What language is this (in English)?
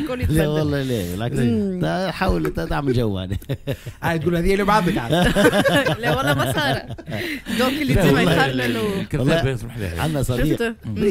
Tunisian Arabic